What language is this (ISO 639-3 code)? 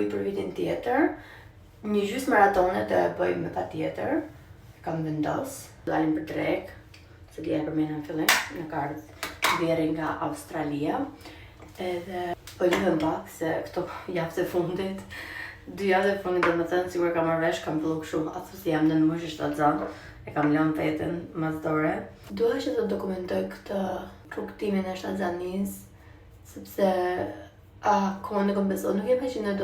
sqi